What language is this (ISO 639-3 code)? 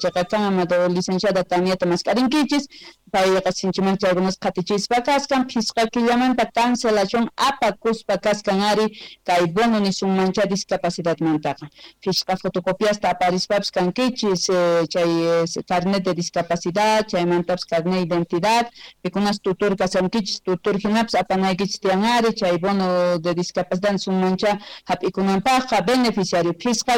que